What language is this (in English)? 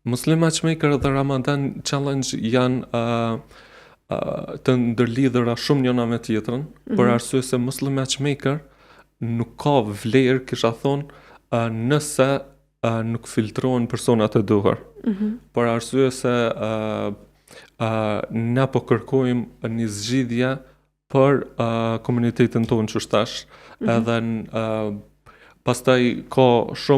Albanian